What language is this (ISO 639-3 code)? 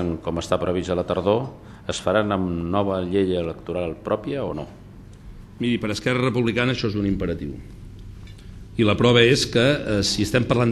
cat